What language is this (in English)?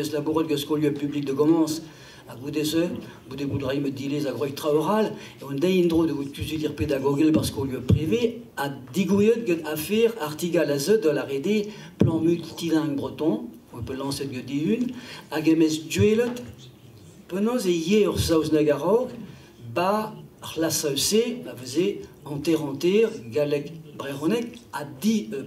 Breton